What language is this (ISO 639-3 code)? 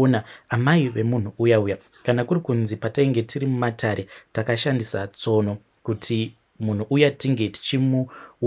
sna